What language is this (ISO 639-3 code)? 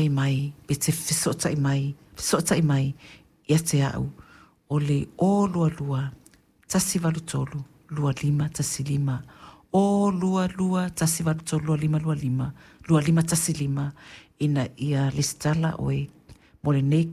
smo